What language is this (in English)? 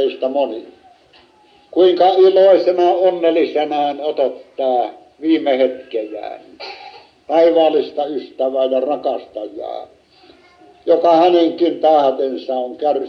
Finnish